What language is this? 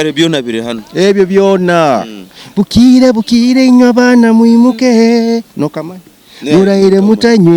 Nyankole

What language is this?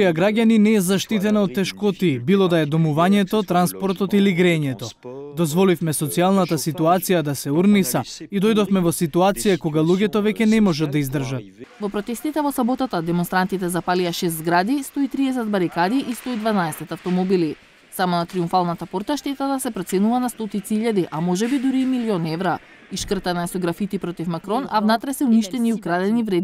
Macedonian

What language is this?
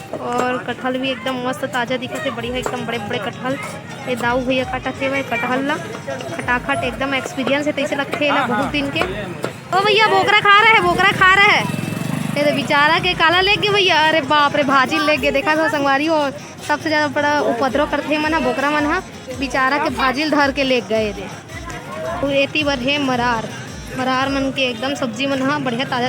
Chhattisgarhi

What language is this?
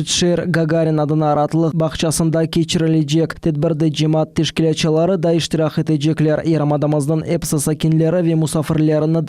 Crimean Tatar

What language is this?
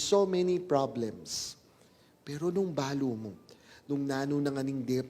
Pampanga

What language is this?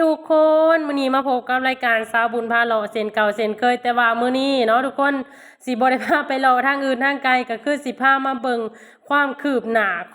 Lao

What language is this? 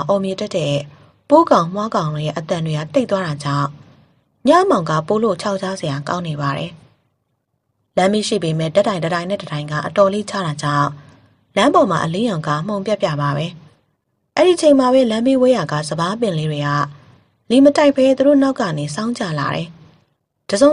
Burmese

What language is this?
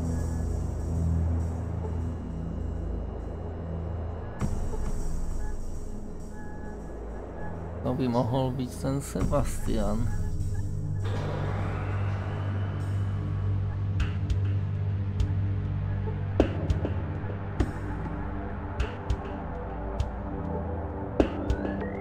Slovak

